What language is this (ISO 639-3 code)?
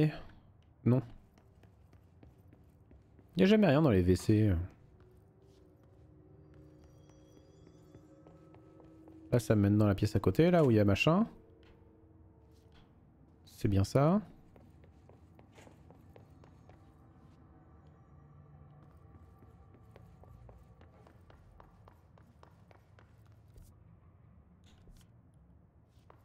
fra